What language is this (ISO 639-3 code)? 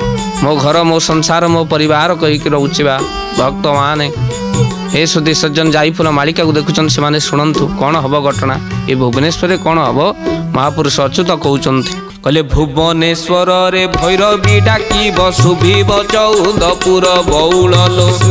ori